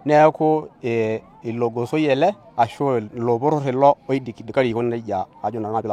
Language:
Masai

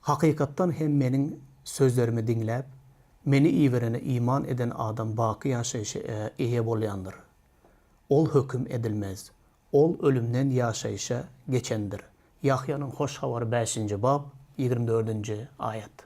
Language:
Turkmen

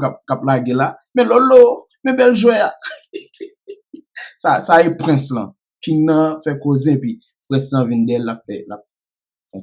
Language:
Haitian Creole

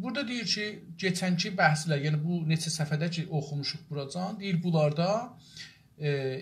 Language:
South Azerbaijani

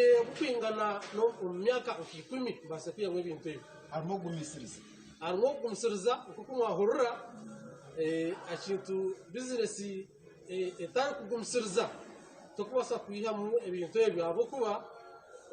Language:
Nyankole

